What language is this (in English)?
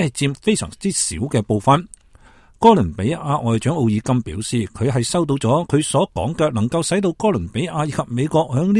Cantonese